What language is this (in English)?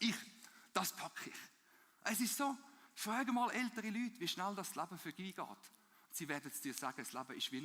Swiss German